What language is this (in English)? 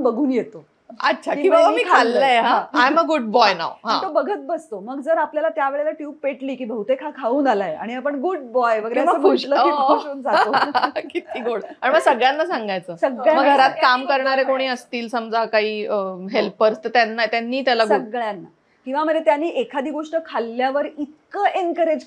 Marathi